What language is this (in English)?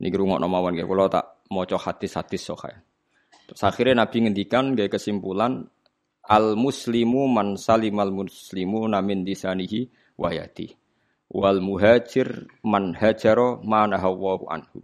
Javanese